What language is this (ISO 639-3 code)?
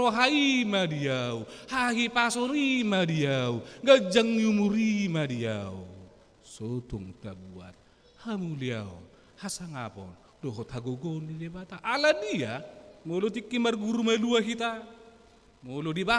bbc